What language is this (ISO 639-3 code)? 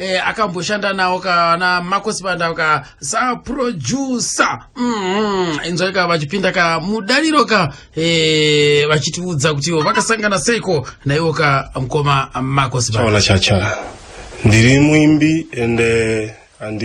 sna